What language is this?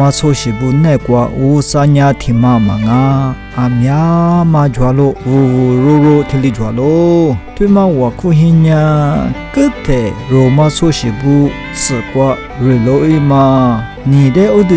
Lisu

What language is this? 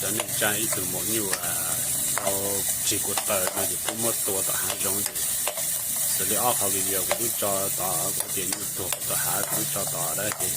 Hmong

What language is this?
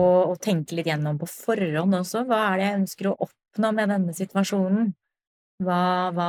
Norwegian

